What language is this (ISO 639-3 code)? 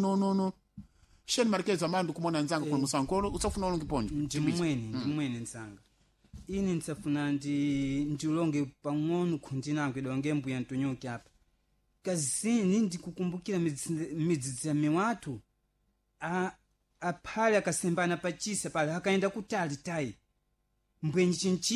seh